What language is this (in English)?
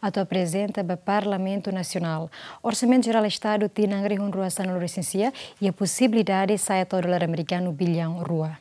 Tetum